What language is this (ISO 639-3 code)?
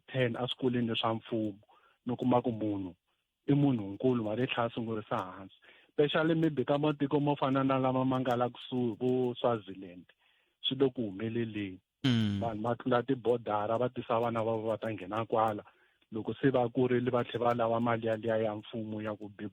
tso